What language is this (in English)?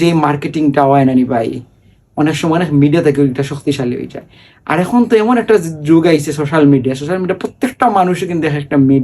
Sylheti